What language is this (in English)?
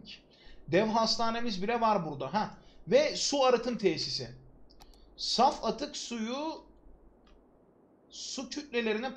Turkish